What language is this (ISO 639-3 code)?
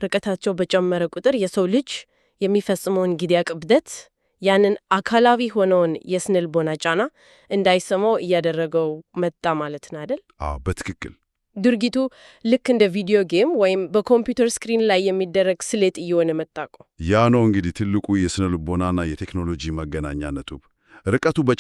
amh